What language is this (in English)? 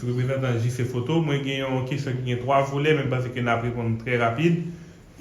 Haitian Creole